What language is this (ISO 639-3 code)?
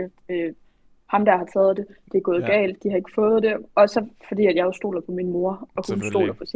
dan